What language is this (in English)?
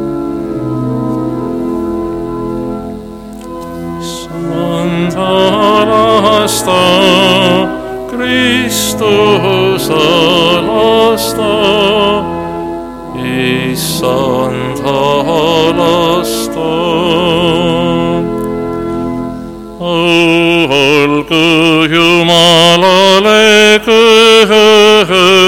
Estonian